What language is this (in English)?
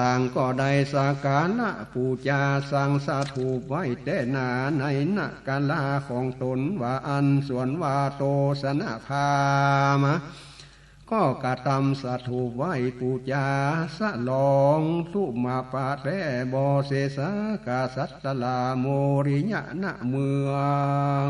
Northern Thai